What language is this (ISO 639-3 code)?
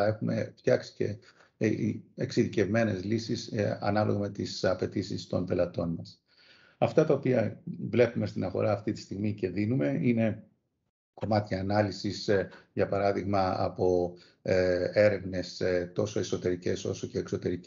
ell